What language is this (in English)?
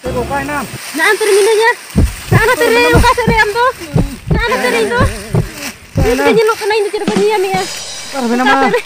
Santali